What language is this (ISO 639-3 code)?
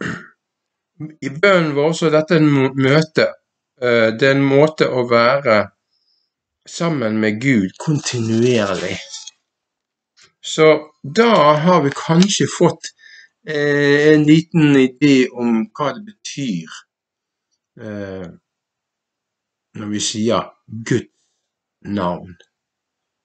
nor